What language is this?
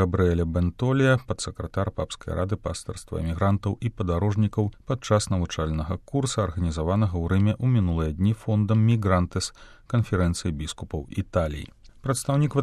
Belarusian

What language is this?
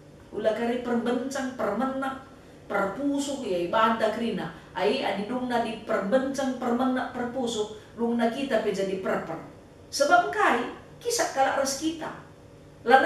Batak Karo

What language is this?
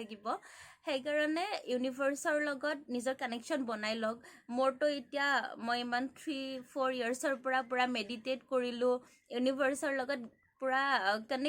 Assamese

